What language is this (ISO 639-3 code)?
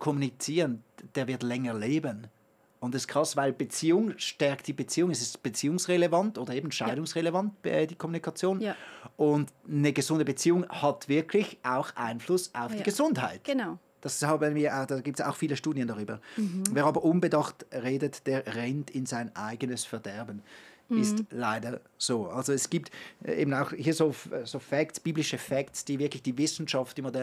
gsw